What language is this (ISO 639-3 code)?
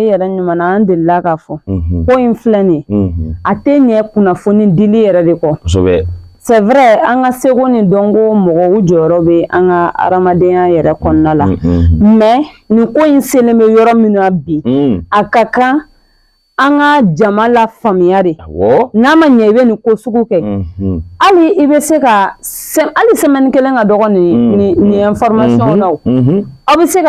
bam